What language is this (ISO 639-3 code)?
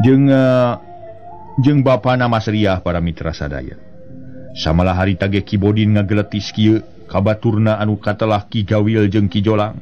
sun